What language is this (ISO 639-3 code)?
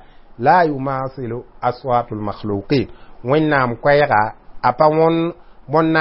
mos